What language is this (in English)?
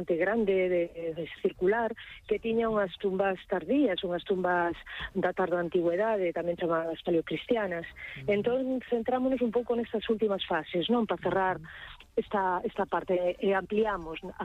Galician